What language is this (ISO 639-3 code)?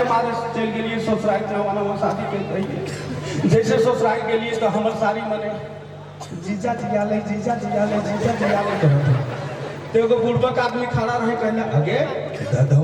sck